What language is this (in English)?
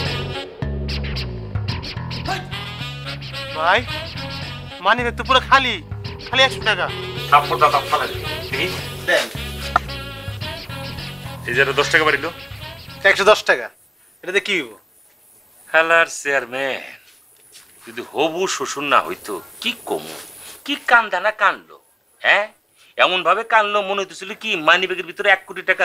Bangla